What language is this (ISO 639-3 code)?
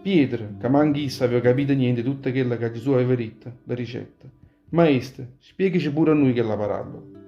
nap